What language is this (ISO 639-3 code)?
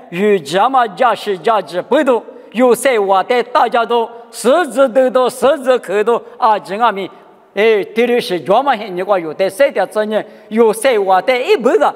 lis